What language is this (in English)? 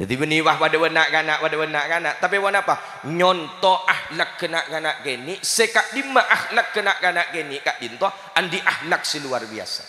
Madurese